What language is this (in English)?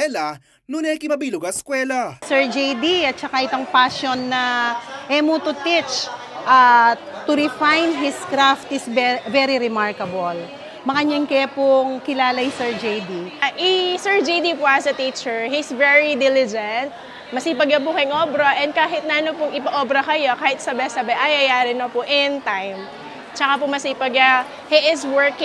Pampanga